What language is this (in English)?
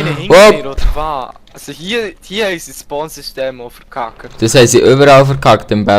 Swiss German